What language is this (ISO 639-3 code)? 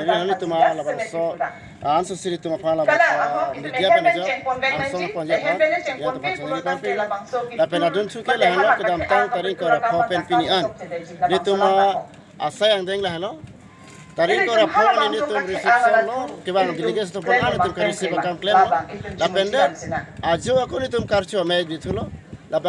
mjw